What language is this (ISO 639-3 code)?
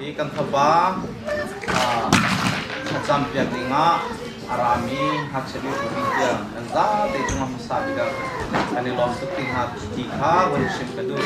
cnh